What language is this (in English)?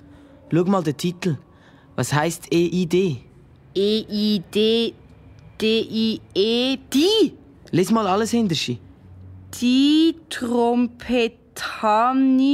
Swiss German